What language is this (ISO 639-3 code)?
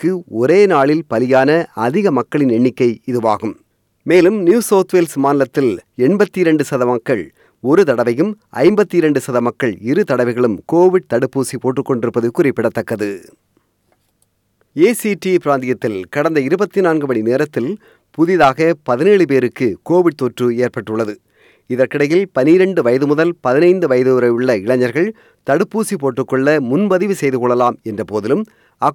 tam